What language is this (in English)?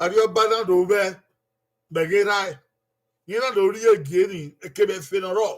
Bini